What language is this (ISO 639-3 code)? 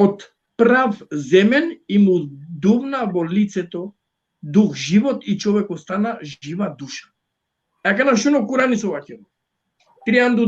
rmn